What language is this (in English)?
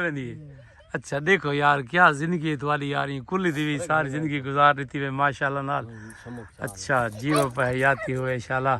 Saraiki